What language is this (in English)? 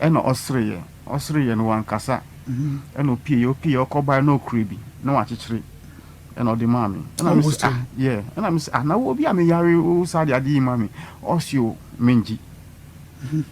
Akan